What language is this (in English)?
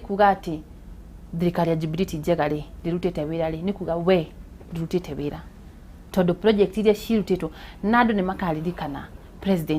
Kikuyu